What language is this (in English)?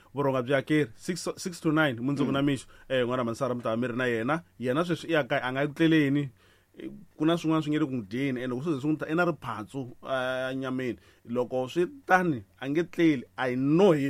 Tsonga